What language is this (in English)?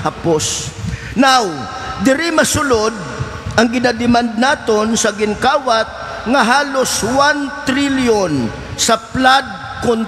Hiligaynon